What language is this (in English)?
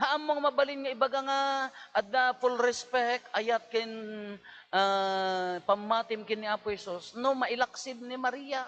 Iloko